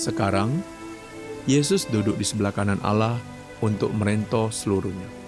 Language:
Musi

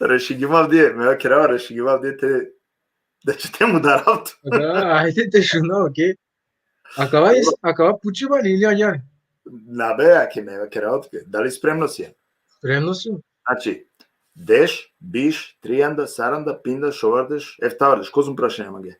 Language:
Balkan Romani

